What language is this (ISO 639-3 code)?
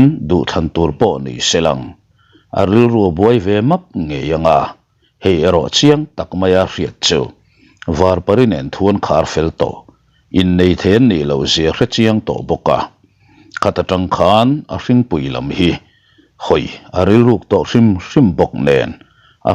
lus